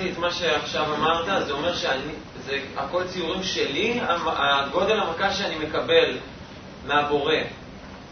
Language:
Hebrew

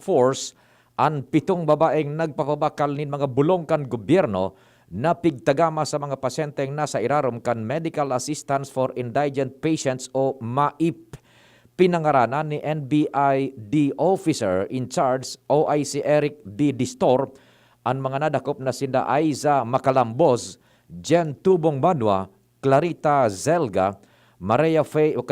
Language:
Bikol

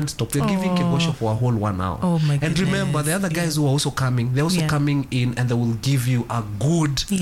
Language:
Swahili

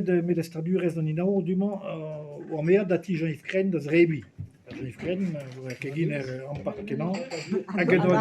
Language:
Breton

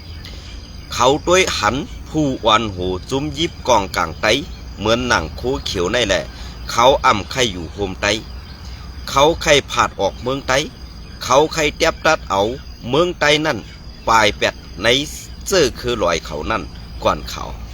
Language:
Shan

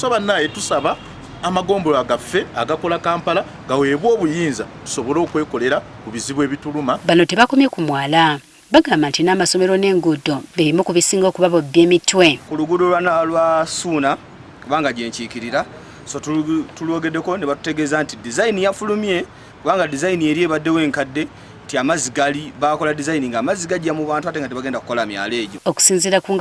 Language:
Ganda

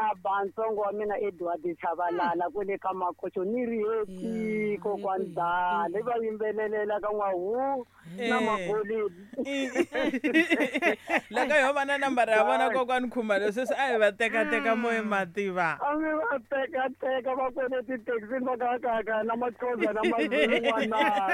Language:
Tsonga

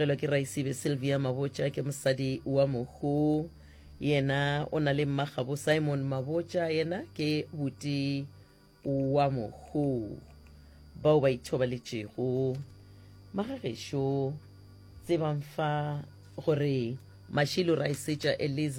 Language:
Northern Sotho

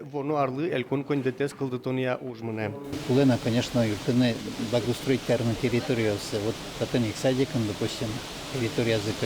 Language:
Udmurt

